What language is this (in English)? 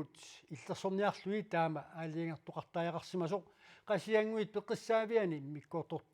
Kalaallisut